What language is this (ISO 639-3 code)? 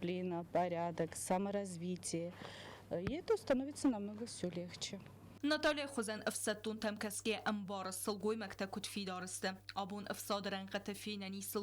oss